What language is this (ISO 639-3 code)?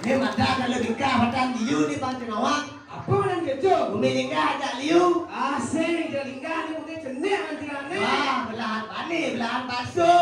ban